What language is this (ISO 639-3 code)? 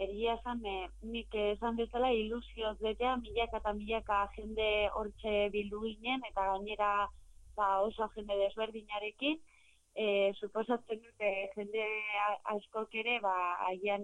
eus